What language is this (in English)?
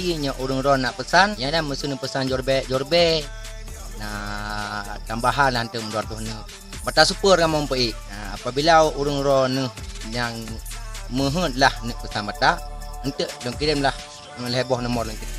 Achinese